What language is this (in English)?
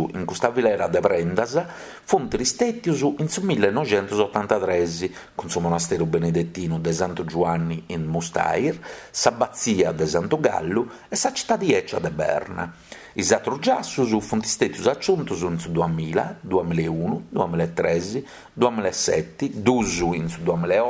Sardinian